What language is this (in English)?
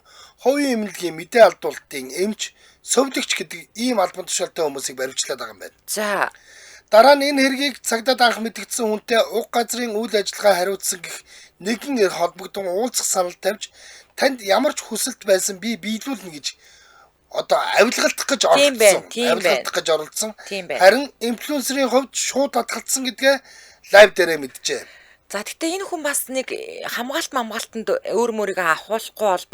Mongolian